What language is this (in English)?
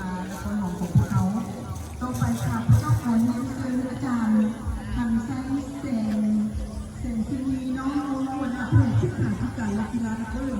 Lao